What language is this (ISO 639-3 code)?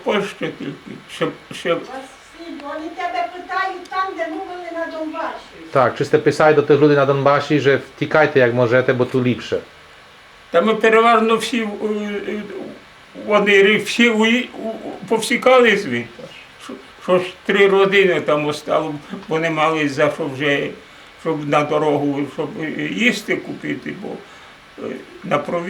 rue